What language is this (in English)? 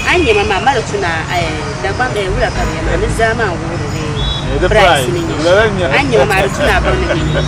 Dagbani